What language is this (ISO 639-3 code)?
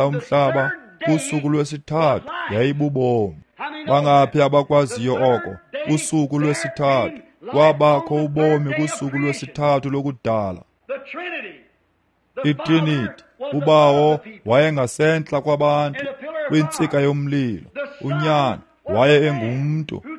xho